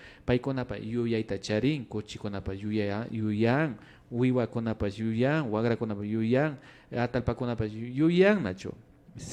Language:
Imbabura Highland Quichua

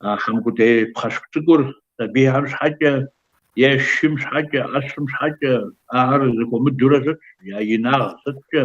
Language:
Kabardian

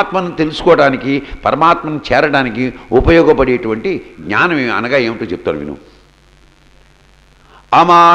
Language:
Telugu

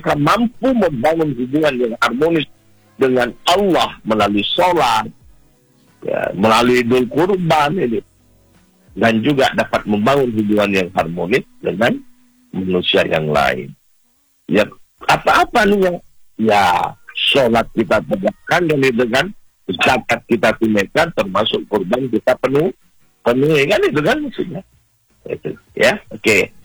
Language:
Indonesian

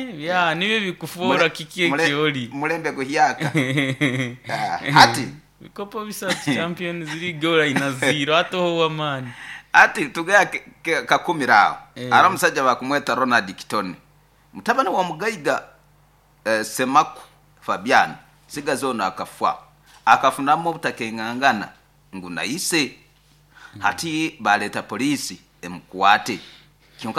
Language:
Nyoro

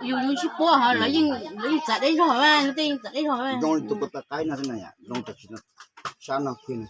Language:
Hmong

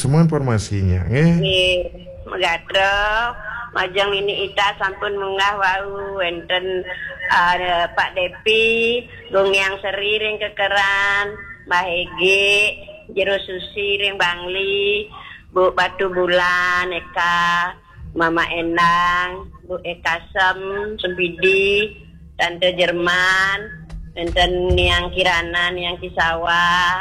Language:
Balinese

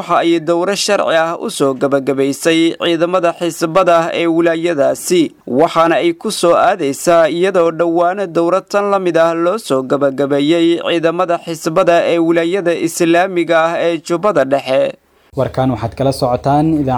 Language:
Somali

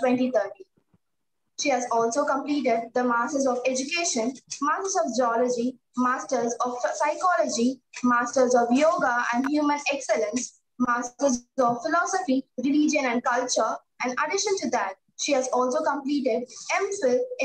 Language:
English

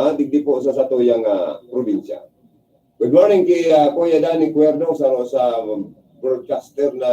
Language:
Bikol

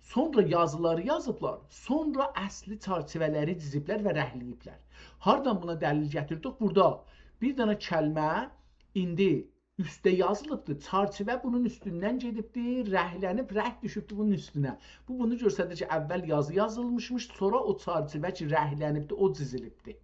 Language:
South Azerbaijani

